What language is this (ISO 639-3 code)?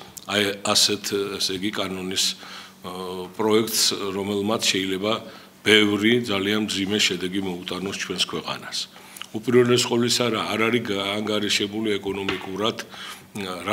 kat